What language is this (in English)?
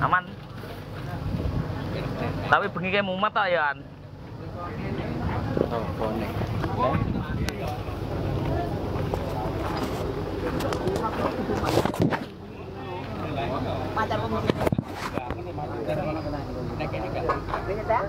Javanese